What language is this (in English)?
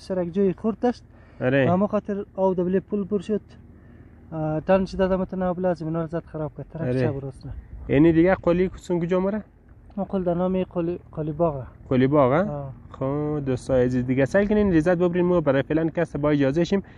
Hazaragi